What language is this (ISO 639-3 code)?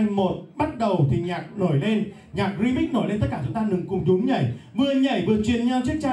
vie